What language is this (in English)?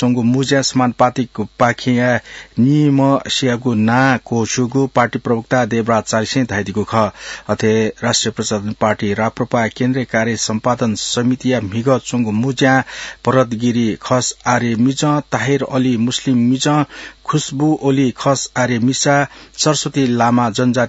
Newari